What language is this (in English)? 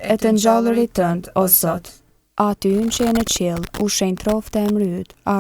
Albanian